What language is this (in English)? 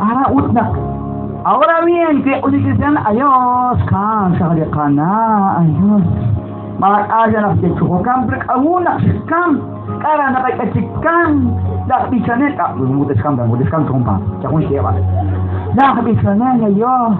Kekchí